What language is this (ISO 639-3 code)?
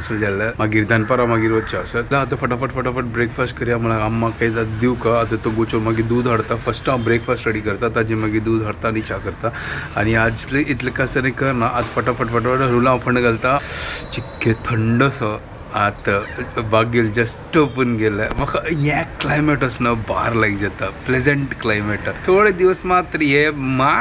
kok